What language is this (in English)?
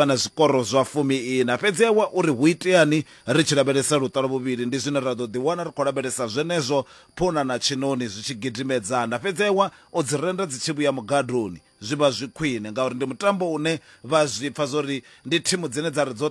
Venda